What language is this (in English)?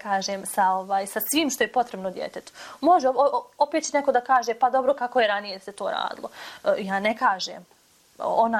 Bosnian